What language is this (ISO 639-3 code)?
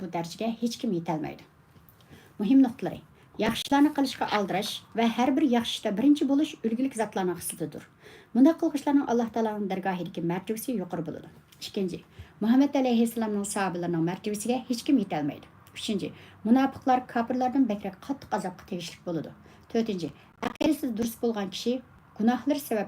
uig